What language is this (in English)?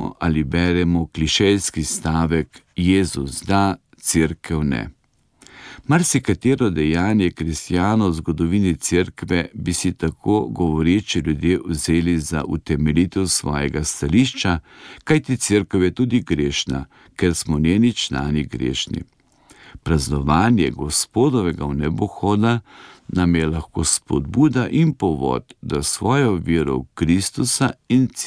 Slovenian